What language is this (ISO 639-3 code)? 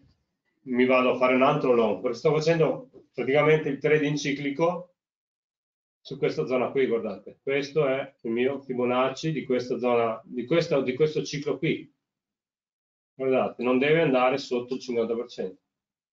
ita